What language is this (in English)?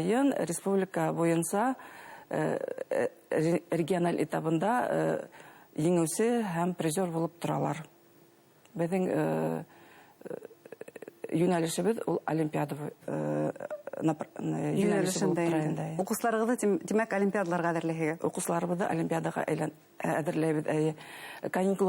Bashkir